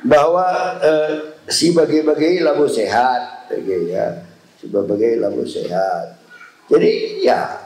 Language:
Batak Karo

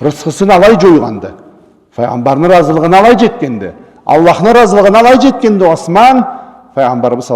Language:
Karachay-Balkar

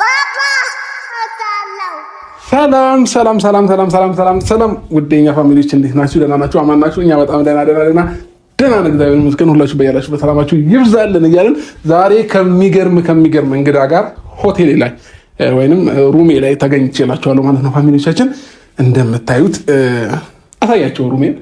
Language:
Amharic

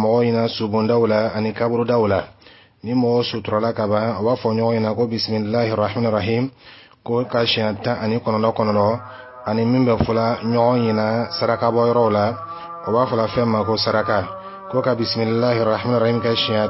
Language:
Dyula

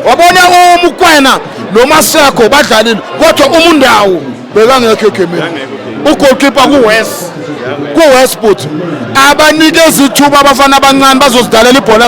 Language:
Zulu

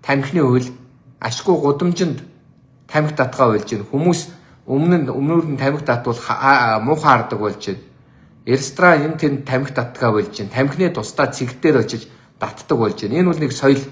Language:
Mongolian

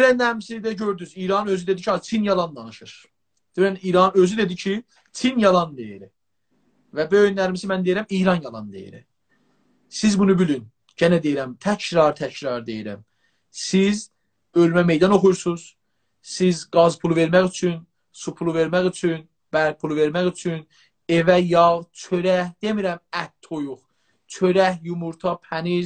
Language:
South Azerbaijani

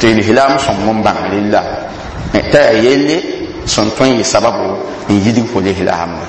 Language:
Mossi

